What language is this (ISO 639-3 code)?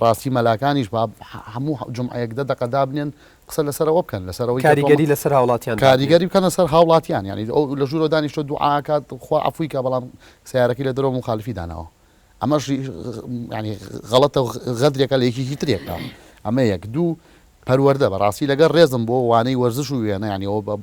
ckb